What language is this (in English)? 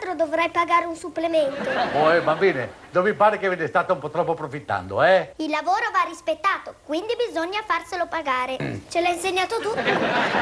Italian